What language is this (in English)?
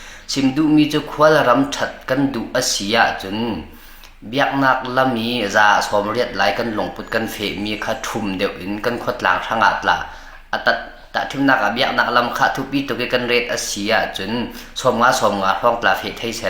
Falam Chin